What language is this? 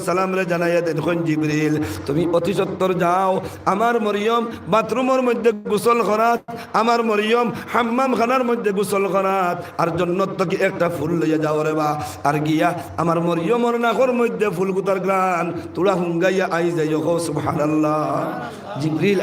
Sylheti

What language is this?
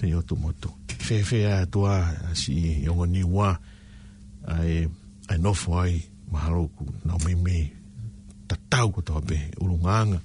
Tongan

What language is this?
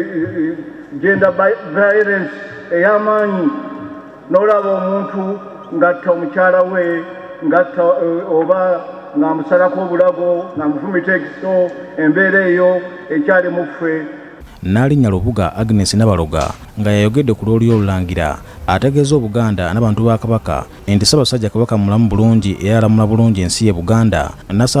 Ganda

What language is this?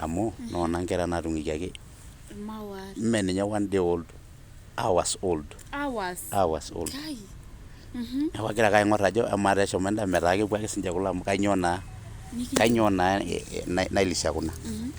Masai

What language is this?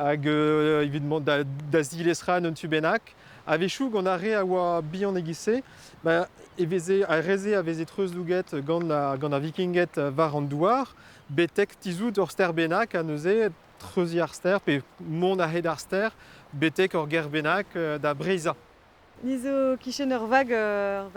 Breton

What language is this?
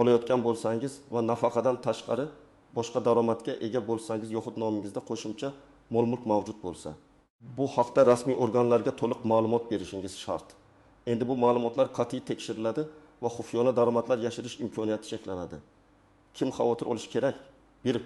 Uzbek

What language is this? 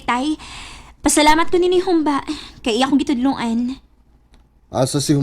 Cebuano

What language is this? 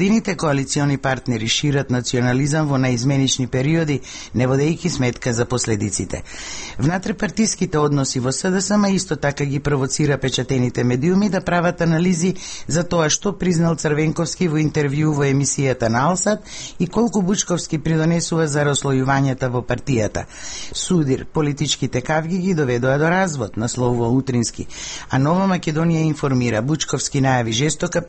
Macedonian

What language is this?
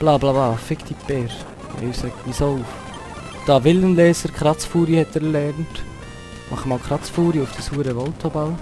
Swiss German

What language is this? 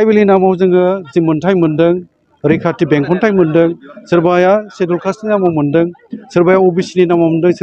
Bodo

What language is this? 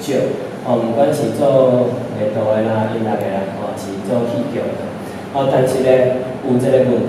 Min Nan Chinese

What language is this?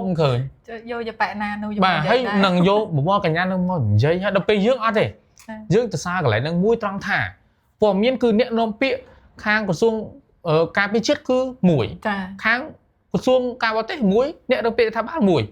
Khmer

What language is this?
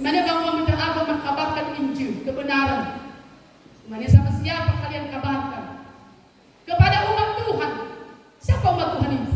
Nias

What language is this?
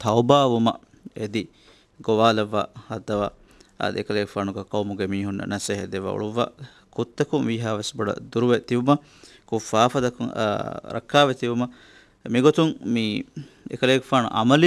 Divehi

